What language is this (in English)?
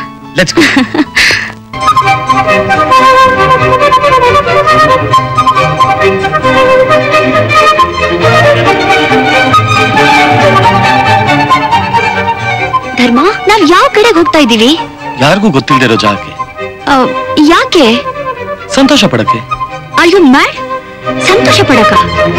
Kannada